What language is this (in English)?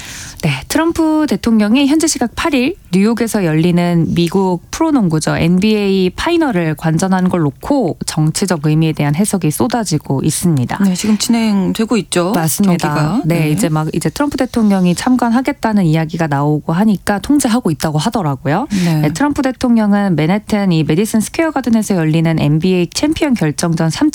Korean